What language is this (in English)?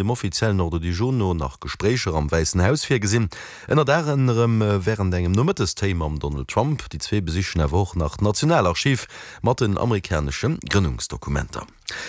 Luxembourgish